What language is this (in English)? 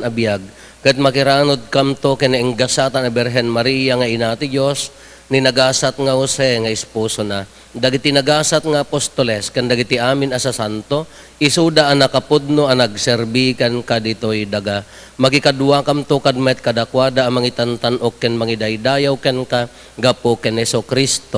Iloko